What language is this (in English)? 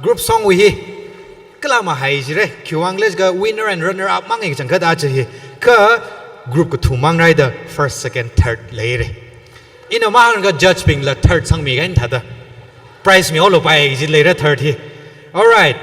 Tangkhul Naga (India)